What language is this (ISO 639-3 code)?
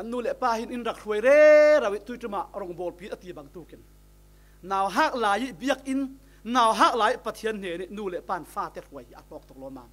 cfm